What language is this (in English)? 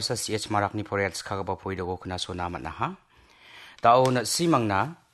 Garo